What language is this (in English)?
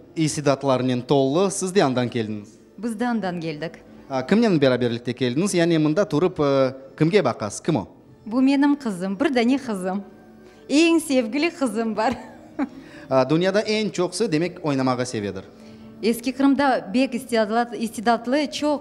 Crimean Tatar